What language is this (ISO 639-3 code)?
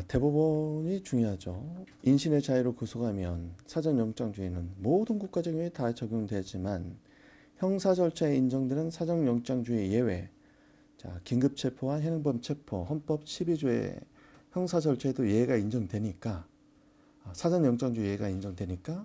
kor